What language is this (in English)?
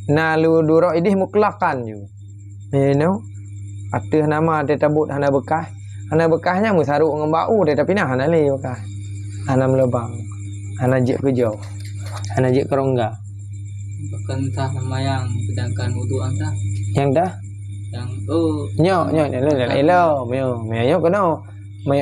Achinese